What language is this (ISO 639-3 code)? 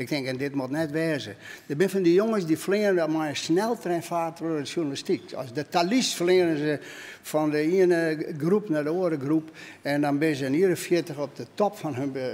fry